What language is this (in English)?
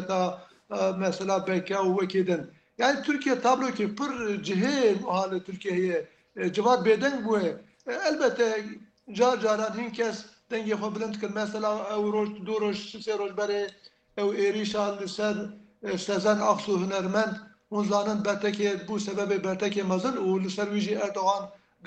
Kurdish